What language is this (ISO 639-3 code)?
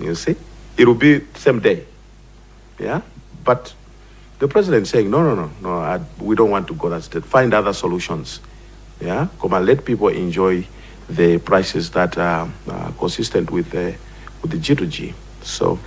nya